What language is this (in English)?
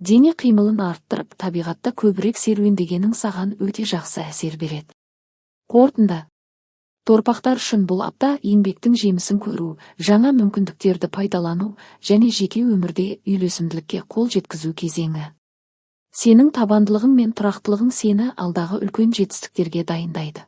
Kazakh